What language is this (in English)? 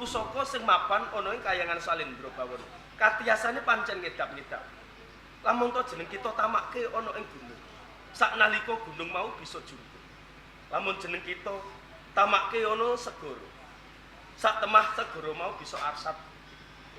Javanese